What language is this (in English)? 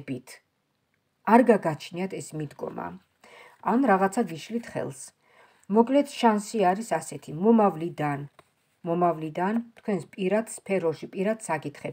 Georgian